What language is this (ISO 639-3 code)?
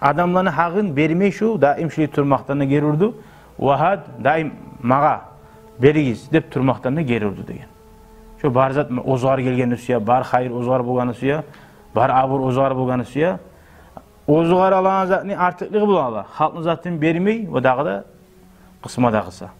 kum